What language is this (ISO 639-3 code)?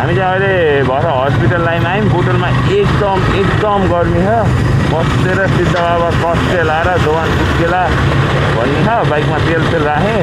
nep